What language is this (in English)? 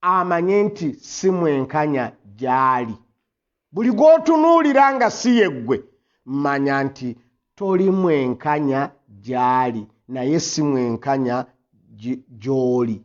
Ganda